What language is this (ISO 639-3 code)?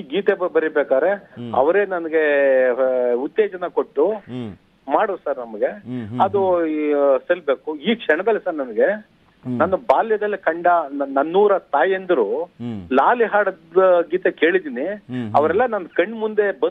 kan